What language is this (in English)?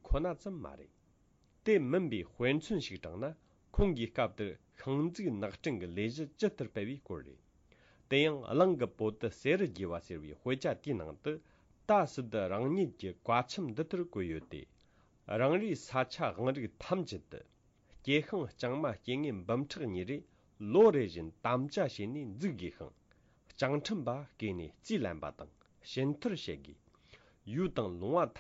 Tibetan